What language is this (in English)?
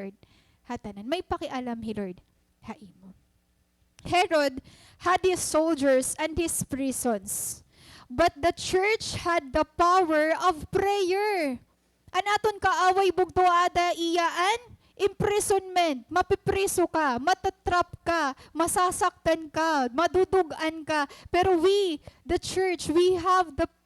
Waray